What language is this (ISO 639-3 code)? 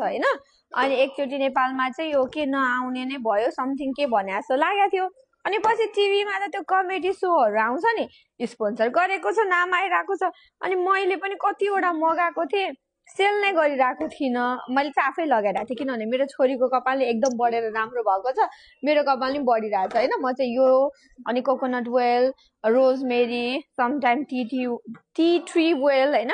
nep